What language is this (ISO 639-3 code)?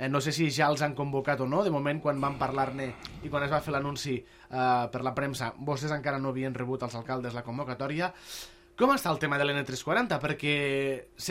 cat